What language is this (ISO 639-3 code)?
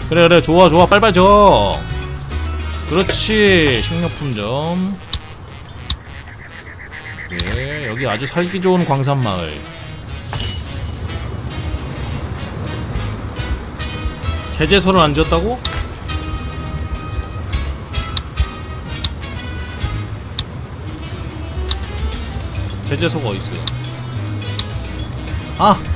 kor